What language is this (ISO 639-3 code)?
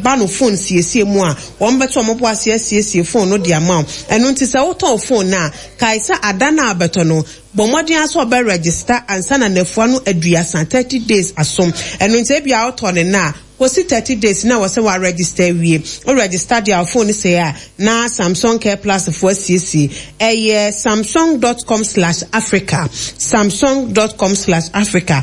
aka